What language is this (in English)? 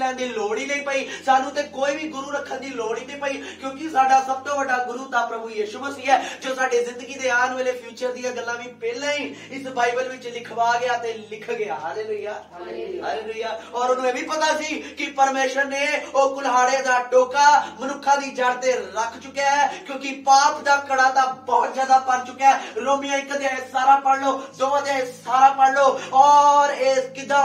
Punjabi